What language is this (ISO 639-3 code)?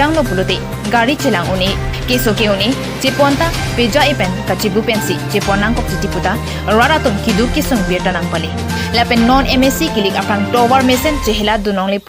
mjw